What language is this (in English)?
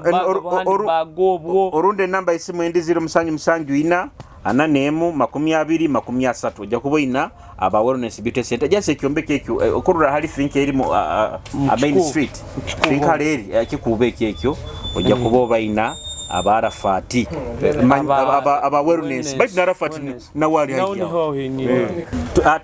Nyoro